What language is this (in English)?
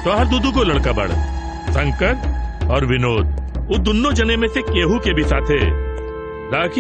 Bhojpuri